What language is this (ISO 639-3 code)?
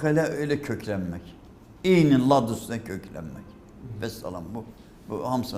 aze